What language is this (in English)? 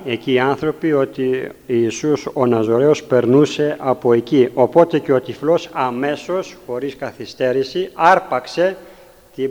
Greek